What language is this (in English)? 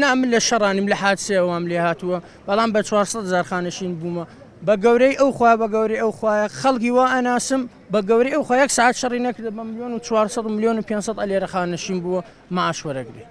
Central Kurdish